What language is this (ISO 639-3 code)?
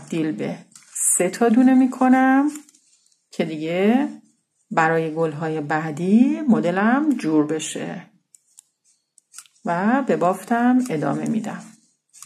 fas